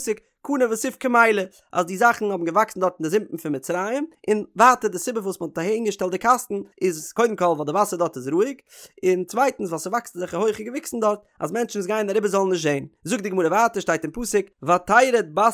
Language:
Yiddish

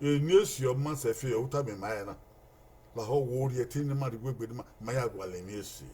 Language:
Bini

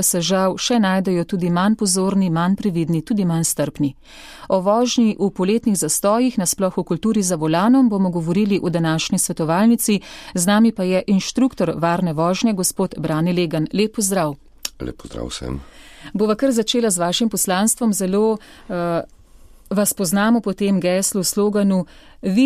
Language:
Slovenian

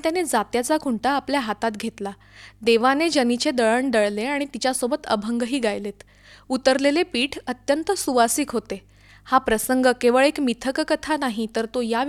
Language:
Marathi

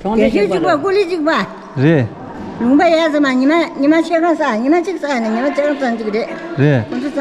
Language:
Tibetan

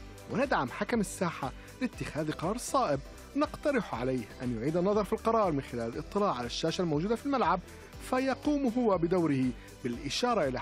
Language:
Arabic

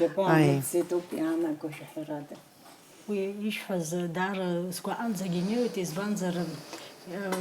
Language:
Abkhazian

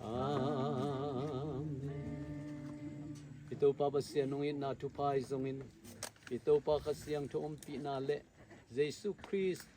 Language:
Tedim Chin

